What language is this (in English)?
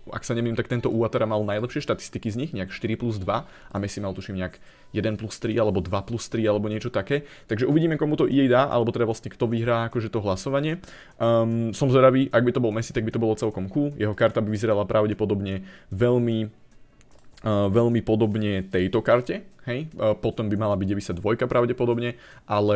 Slovak